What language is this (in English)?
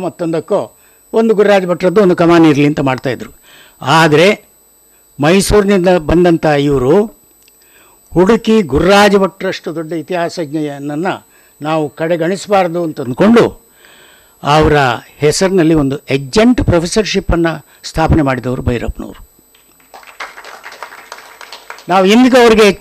Kannada